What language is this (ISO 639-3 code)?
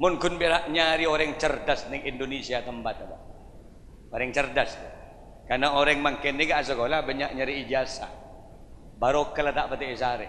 mad